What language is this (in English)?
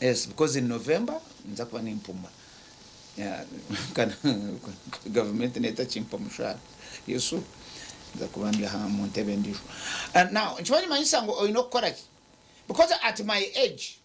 Nyankole